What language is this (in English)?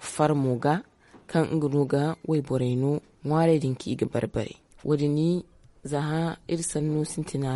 Zarma